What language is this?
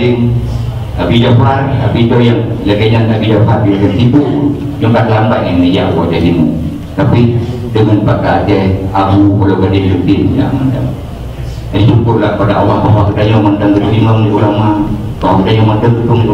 Achinese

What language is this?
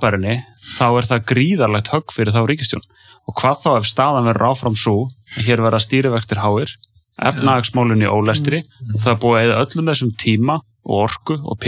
Icelandic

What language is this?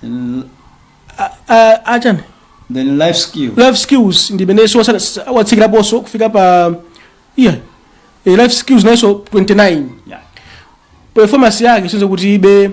Nyanja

